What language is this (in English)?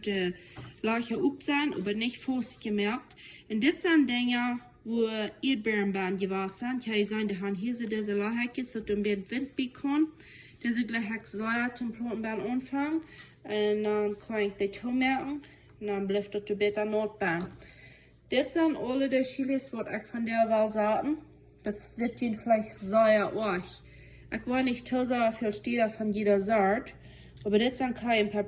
Plautdietsch